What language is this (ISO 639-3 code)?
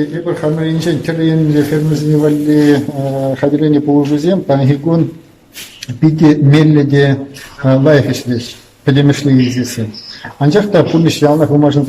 chv